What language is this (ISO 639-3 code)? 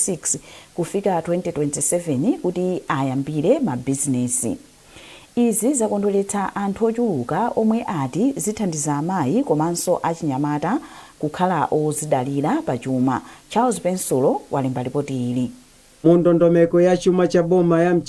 nya